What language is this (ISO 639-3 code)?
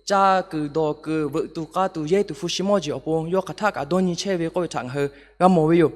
lhu